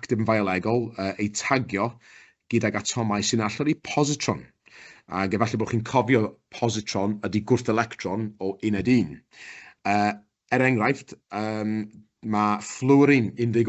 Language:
Welsh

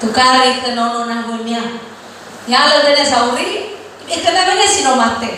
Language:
Nias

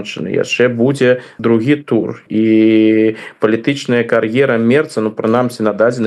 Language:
Belarusian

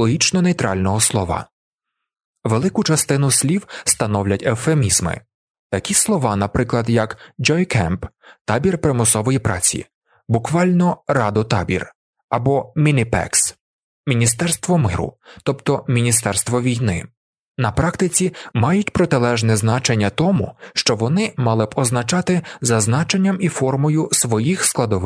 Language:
Ukrainian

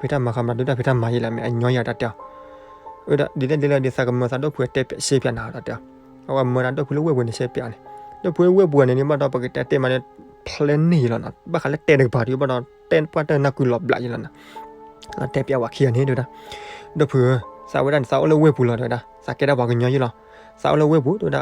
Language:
S'gaw Karen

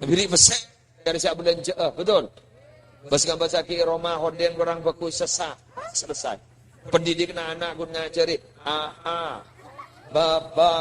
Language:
Madurese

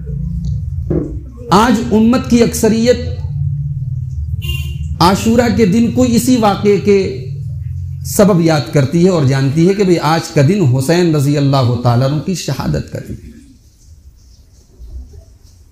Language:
Urdu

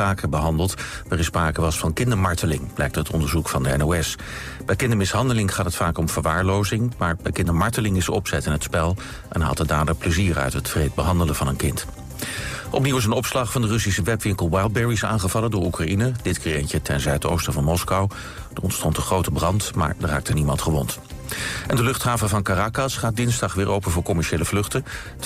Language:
Dutch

